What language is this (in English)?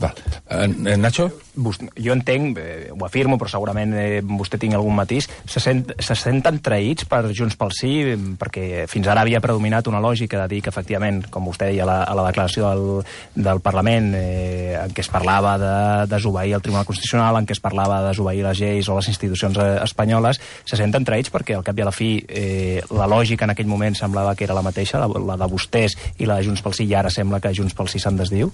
Catalan